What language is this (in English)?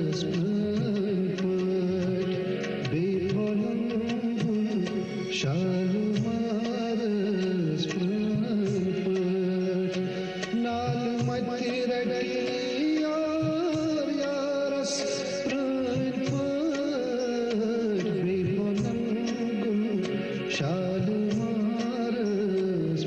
Kashmiri